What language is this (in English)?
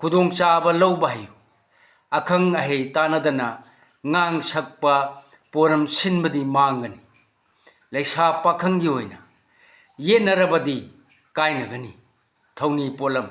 Manipuri